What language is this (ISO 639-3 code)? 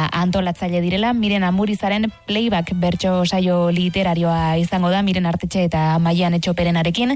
eus